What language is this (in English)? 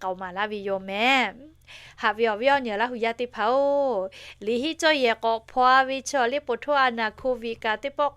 Lahu